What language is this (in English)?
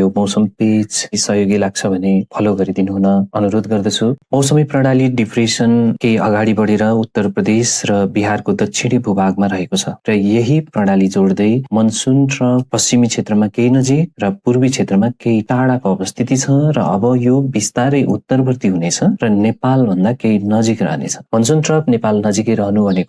Nepali